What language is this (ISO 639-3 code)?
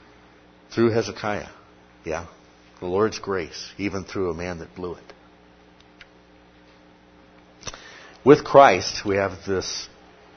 eng